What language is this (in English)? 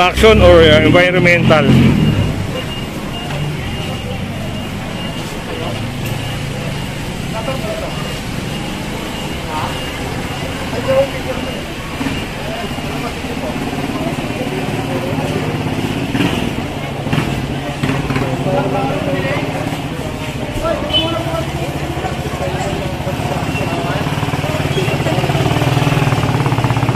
Filipino